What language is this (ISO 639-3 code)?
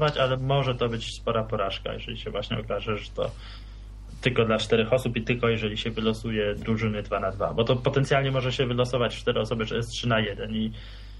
pol